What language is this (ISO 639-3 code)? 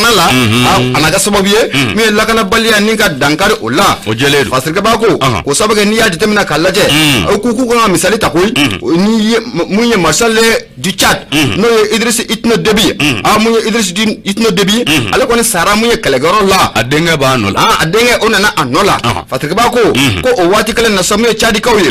bam